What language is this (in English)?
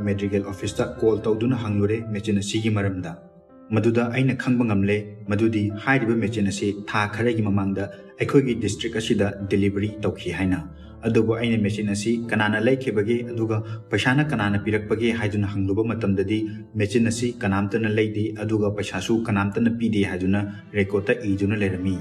Manipuri